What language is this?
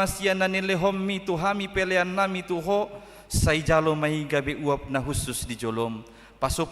Batak Toba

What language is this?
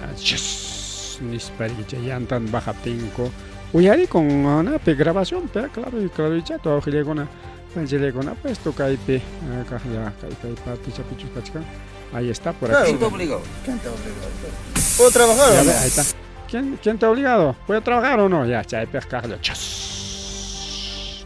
Ayacucho Quechua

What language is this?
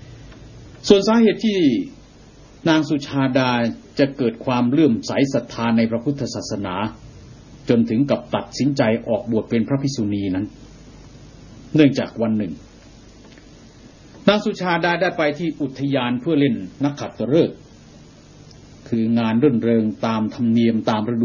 Thai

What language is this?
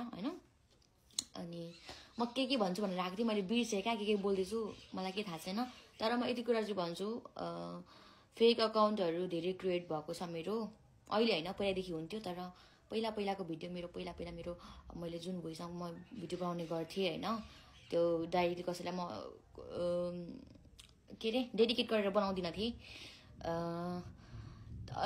Nepali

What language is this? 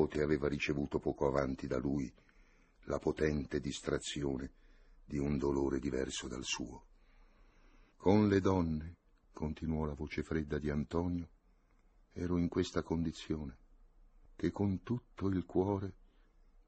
Italian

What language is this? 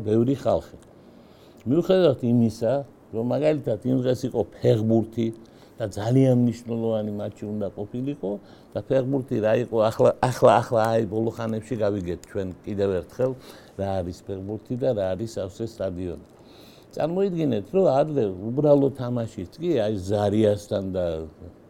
Georgian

